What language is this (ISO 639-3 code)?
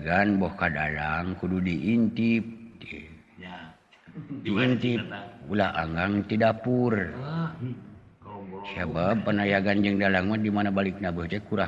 sun